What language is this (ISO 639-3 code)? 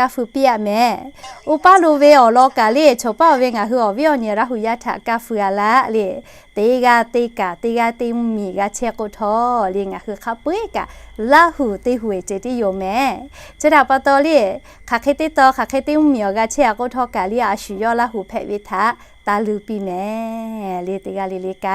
lhu